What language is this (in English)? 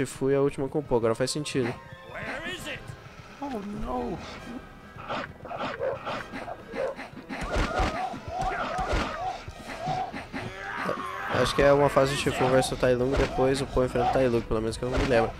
Portuguese